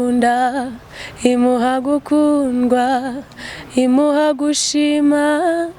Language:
Kinyarwanda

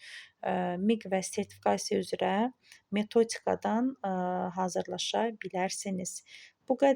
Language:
Azerbaijani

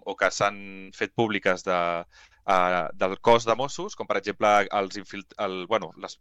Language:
Catalan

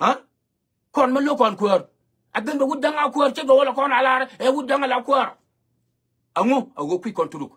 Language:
Nuer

